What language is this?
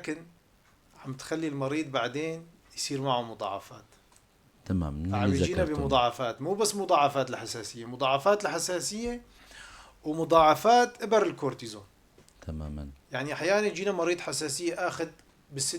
North Levantine Arabic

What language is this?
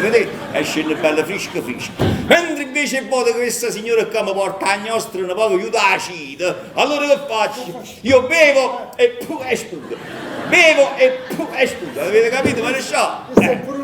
Neapolitan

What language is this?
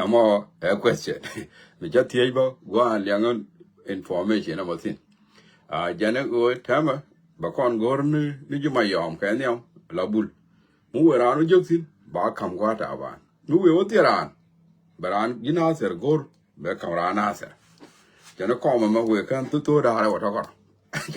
Nuer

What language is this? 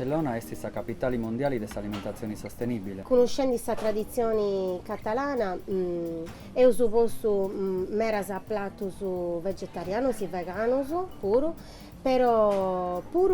Sardinian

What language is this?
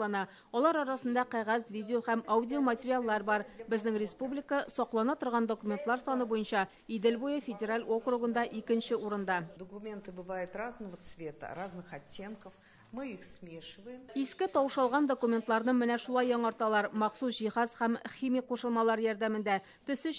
Tatar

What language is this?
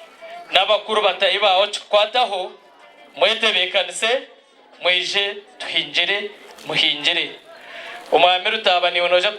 Nyankole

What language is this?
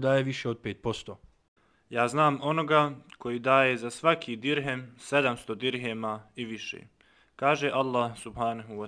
Bosnian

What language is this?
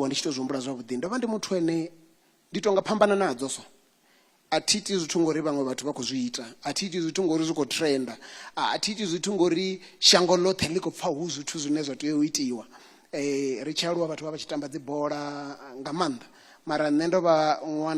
Venda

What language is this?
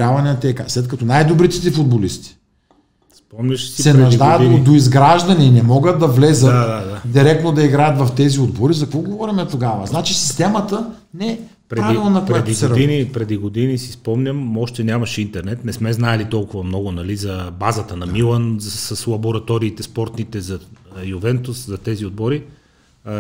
Bulgarian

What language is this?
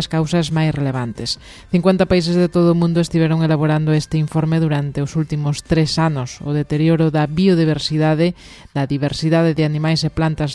Galician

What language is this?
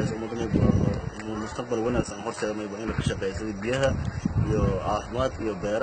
Somali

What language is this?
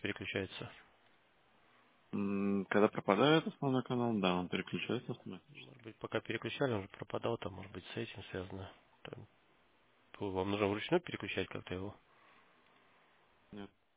Russian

